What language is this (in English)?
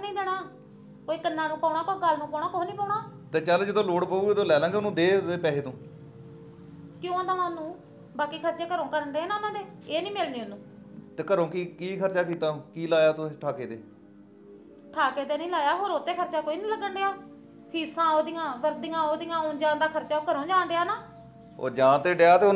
Punjabi